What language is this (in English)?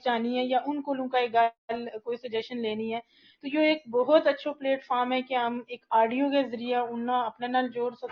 Gujari